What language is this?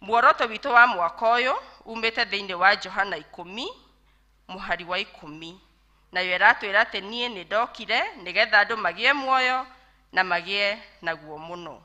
Kikuyu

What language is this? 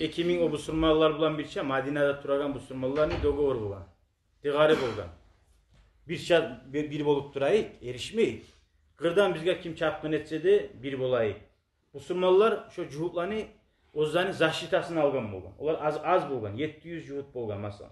Kumyk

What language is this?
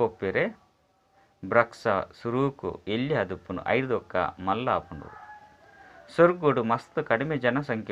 Tulu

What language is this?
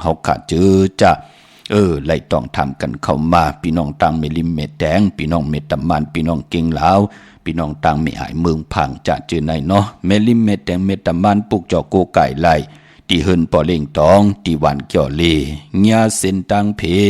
Shan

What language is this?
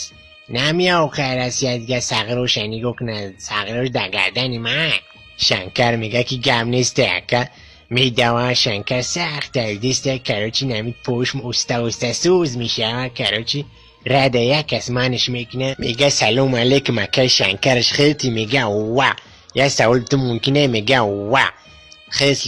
Tajik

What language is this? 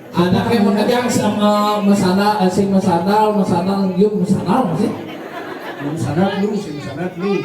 Balinese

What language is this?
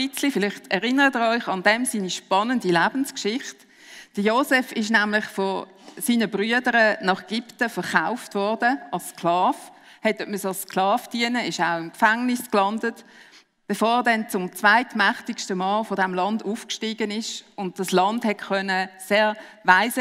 Swiss German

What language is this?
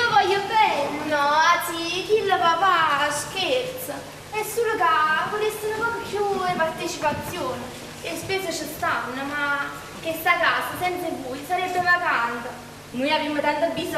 Neapolitan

